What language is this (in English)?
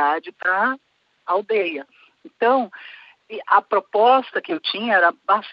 Portuguese